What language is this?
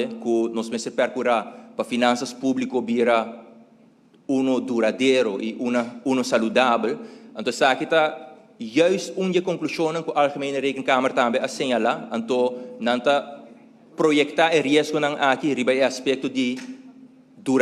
Papiamento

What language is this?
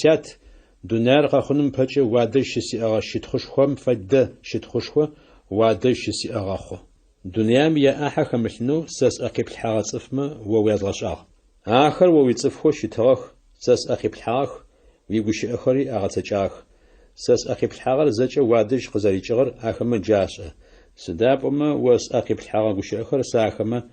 Adyghe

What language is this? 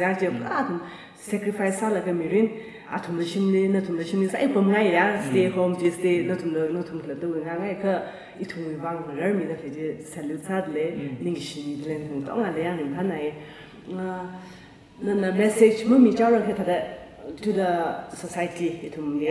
Tangkhul Naga (India)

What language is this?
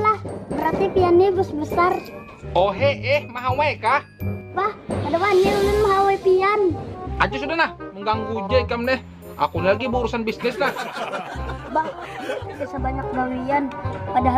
Banjar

